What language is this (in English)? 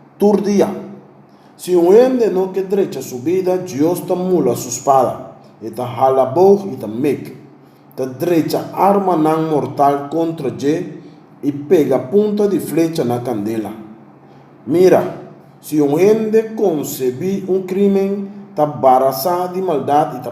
Papiamento